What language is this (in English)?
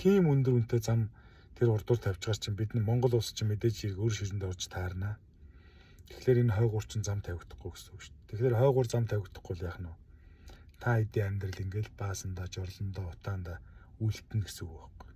Mongolian